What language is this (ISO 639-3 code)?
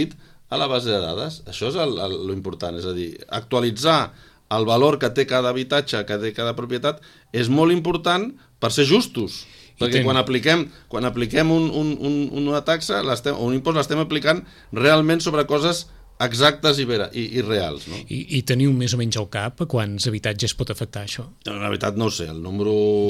cat